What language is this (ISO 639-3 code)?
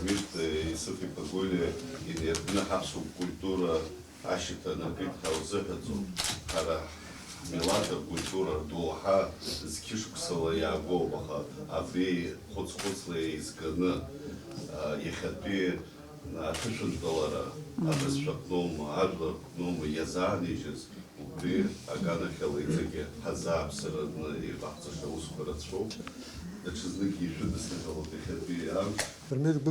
abk